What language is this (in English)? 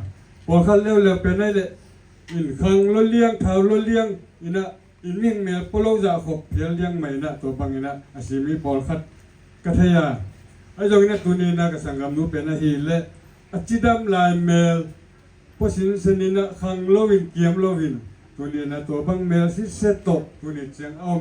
Tedim Chin